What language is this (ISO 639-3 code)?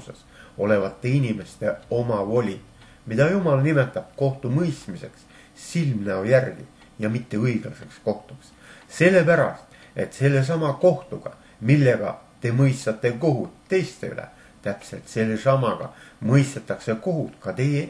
est